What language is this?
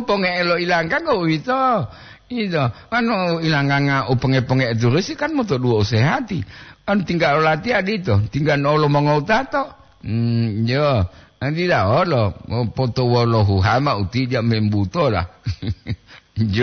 Gorontalo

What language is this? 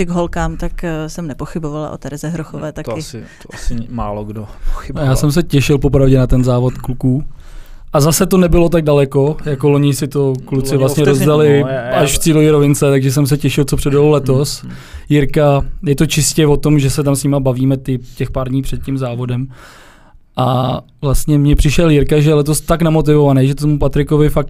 Czech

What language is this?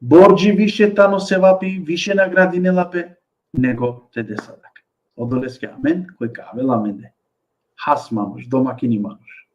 Balkan Romani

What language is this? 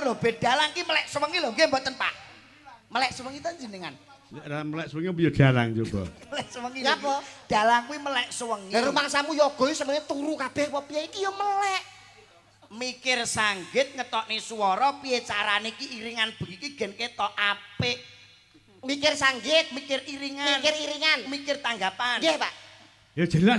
Javanese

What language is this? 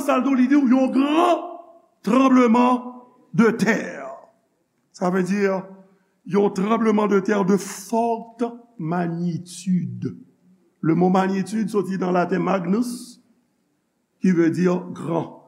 Haitian Creole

